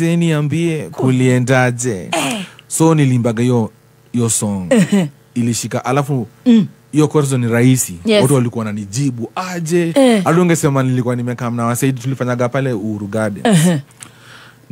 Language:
Swahili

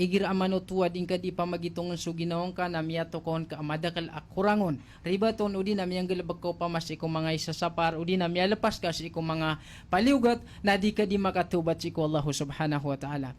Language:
Maranao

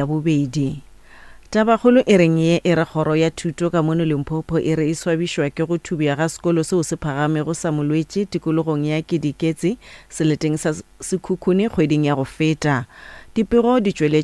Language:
Northern Sotho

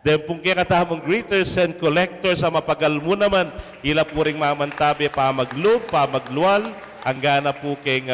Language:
Pampanga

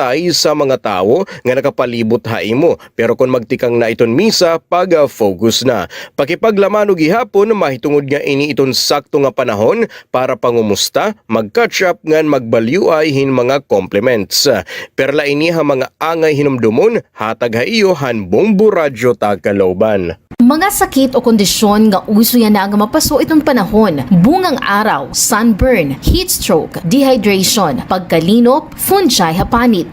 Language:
Waray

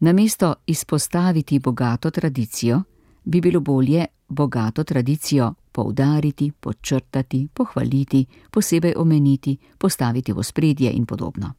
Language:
Slovenian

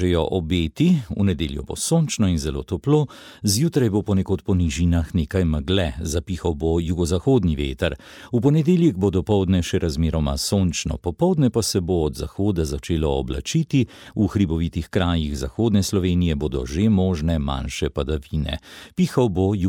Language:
Slovenian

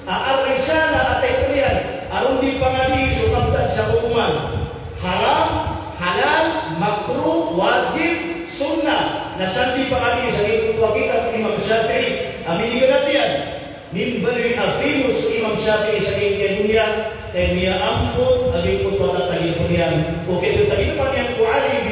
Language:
Maranao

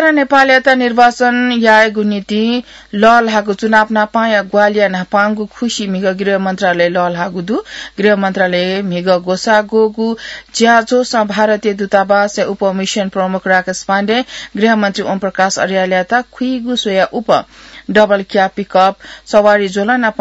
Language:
Newari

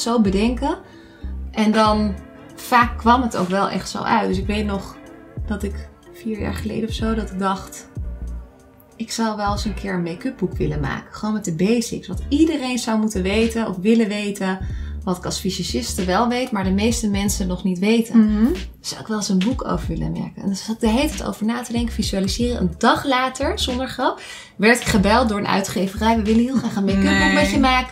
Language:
Dutch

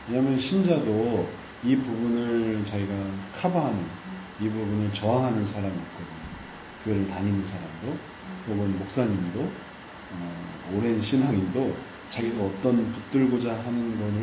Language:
Korean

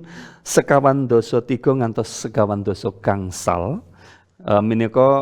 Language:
Javanese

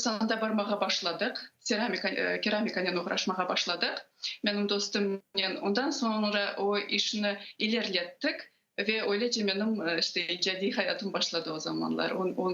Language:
Crimean Tatar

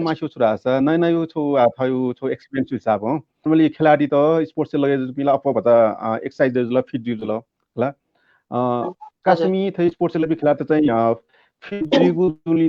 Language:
Newari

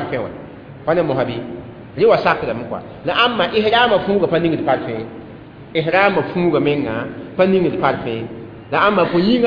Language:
Mossi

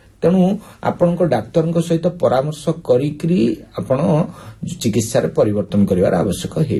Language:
Odia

